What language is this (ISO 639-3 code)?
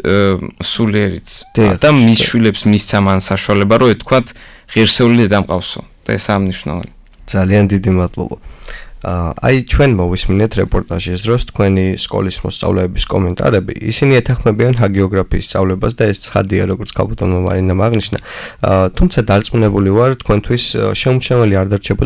kat